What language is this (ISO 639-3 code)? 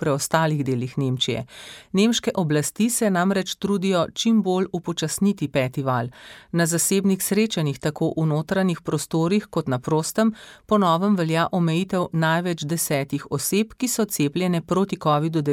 slv